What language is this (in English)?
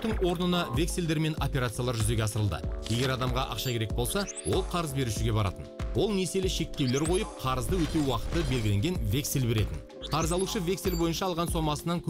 Kazakh